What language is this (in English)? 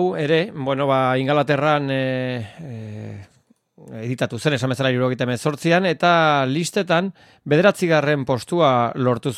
Basque